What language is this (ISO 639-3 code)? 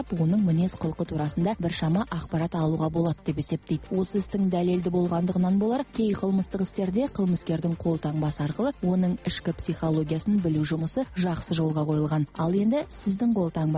kaz